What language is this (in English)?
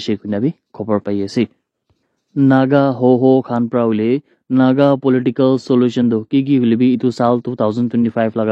Naga Pidgin